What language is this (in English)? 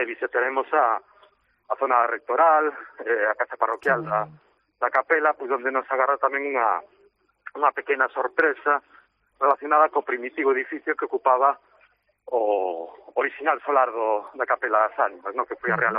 Galician